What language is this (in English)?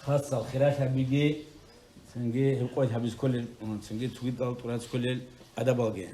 Avaric